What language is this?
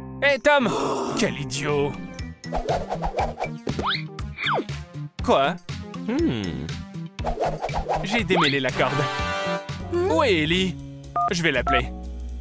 French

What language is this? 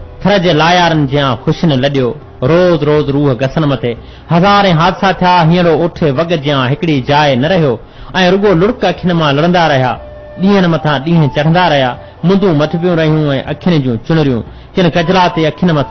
Sindhi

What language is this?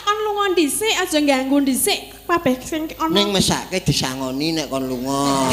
Javanese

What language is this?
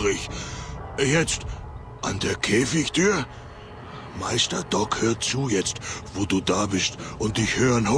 Bavarian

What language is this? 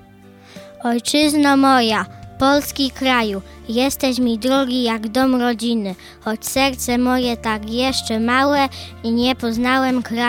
Polish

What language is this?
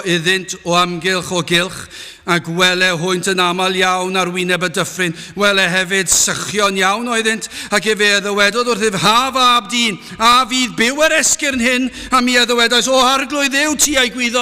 Welsh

